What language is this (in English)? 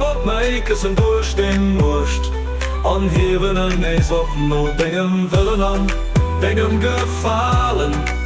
Luxembourgish